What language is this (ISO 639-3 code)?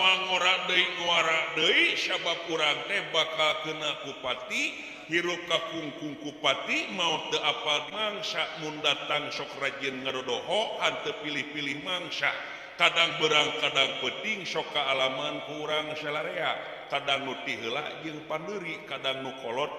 sun